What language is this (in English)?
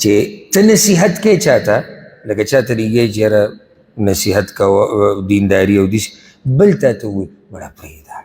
Pashto